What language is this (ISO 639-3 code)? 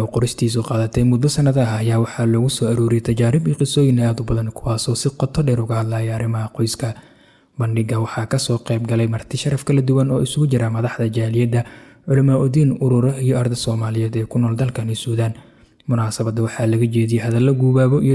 som